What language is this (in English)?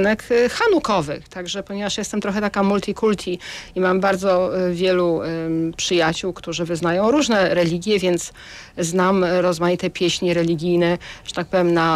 Polish